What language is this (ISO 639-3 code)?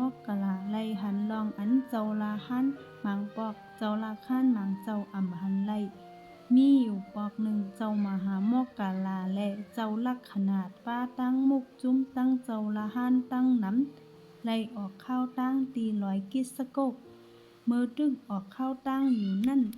shn